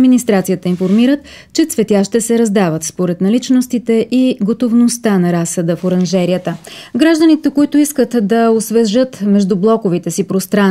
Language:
Bulgarian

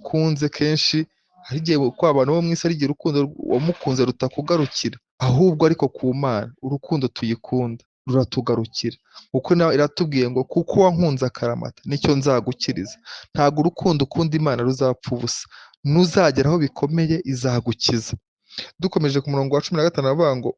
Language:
Kinyarwanda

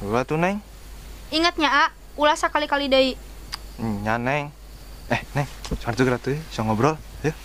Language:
Sundanese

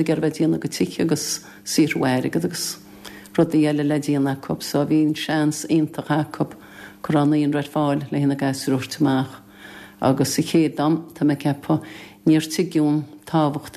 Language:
Irish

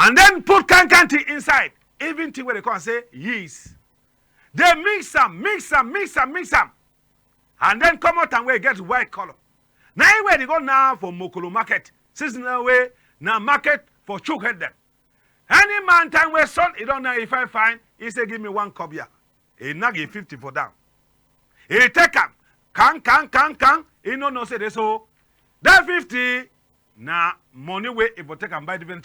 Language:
Cameroon Pidgin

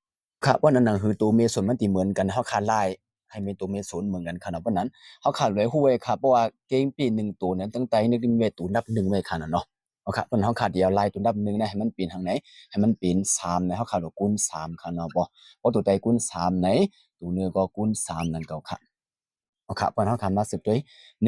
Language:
Shan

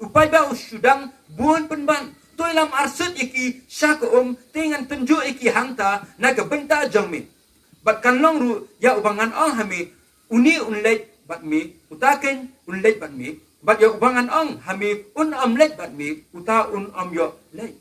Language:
Khasi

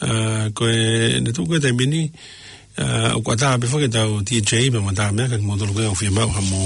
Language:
Tongan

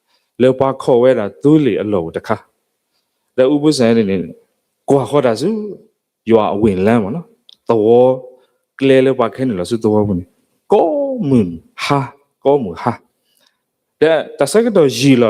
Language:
S'gaw Karen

